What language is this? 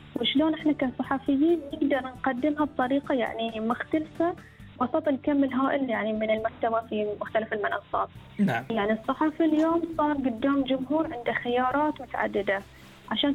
Gulf Arabic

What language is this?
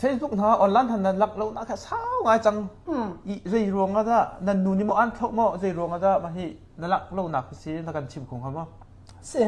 Hakha Chin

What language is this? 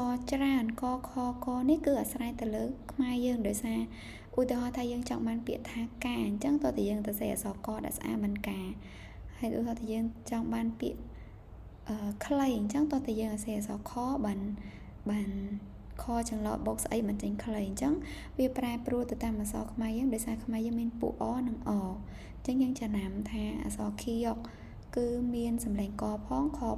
Khmer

